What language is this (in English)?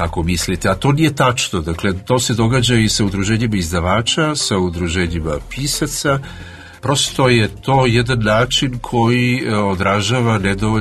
Serbian